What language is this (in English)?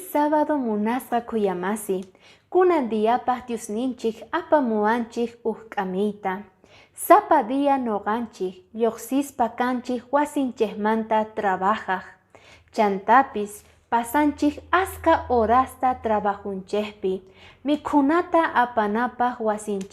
Quechua